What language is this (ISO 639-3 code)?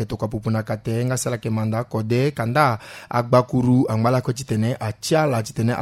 sag